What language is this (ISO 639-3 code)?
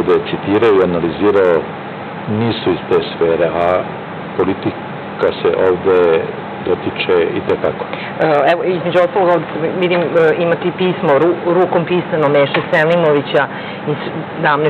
srp